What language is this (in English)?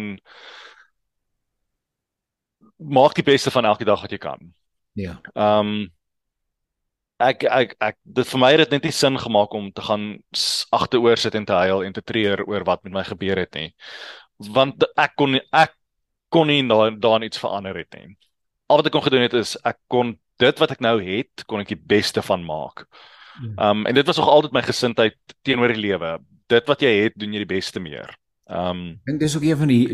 Afrikaans